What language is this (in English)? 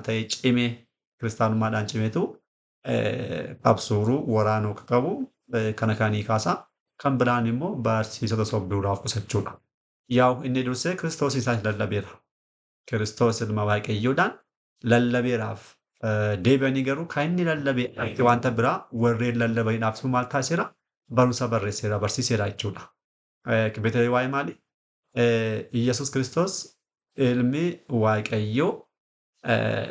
Oromo